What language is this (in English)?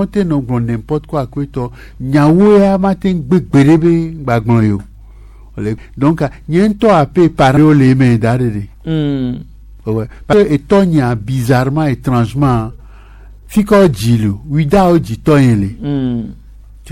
Gen